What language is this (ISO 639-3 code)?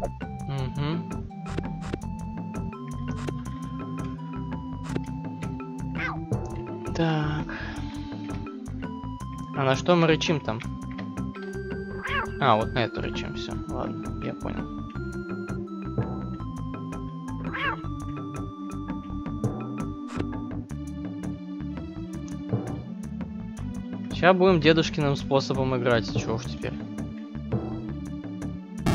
rus